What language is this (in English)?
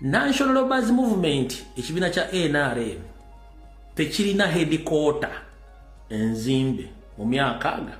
Ganda